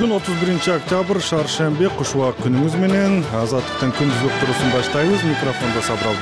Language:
Kyrgyz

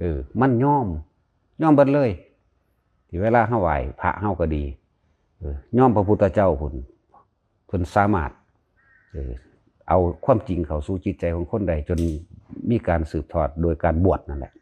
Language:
Northeastern Thai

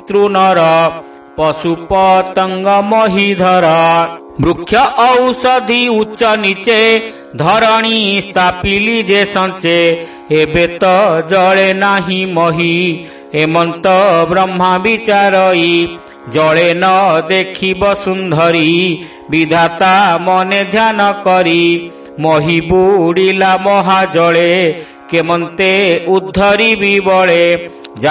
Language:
Odia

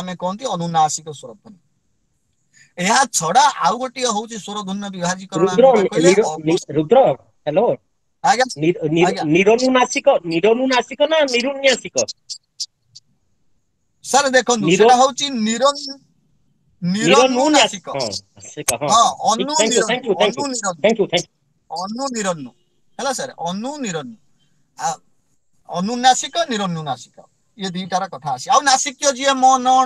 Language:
Odia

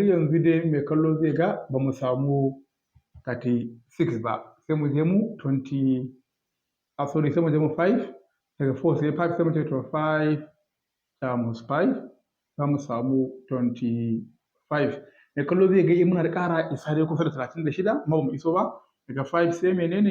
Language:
Hausa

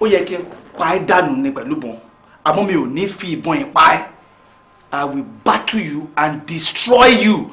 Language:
Yoruba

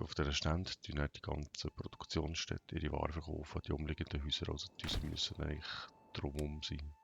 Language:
Swiss German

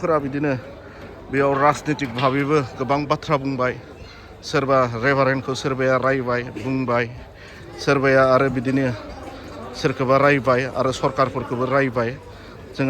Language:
Bodo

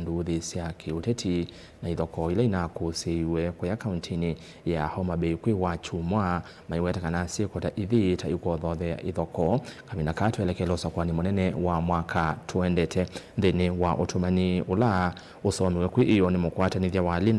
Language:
Kamba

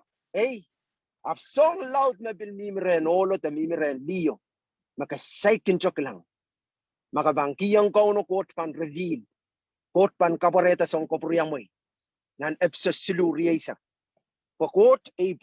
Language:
Pohnpeian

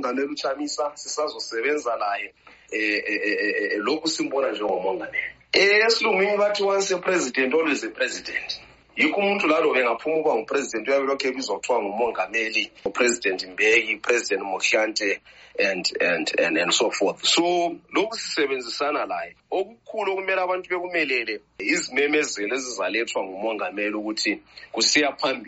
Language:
North Ndebele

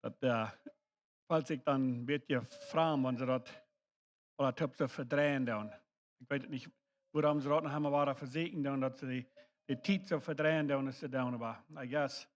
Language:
Plautdietsch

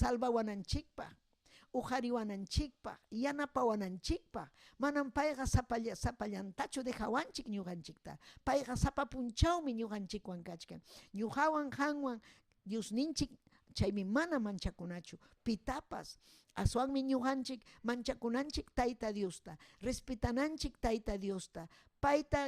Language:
Ayacucho Quechua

